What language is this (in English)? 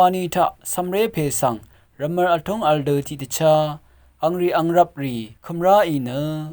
Rawang